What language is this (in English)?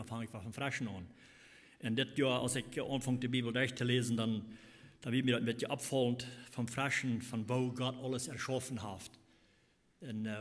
Plautdietsch